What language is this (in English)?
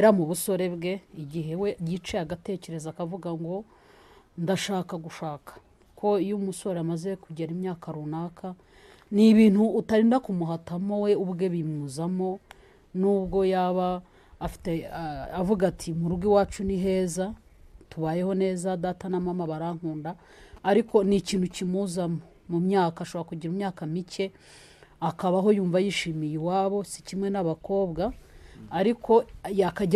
Kinyarwanda